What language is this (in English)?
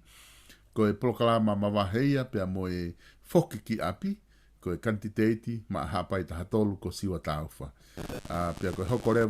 Tongan